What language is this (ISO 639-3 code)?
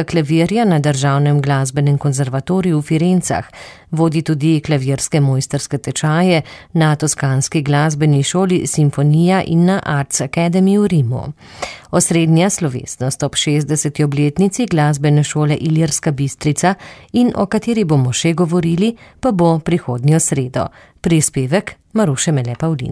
slv